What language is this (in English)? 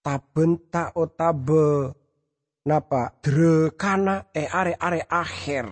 Madurese